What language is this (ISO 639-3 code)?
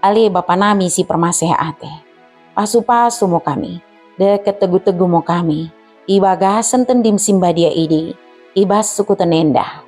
btd